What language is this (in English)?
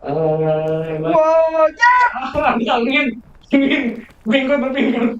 Banjar